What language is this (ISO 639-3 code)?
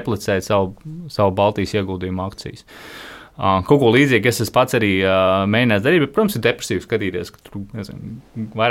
lav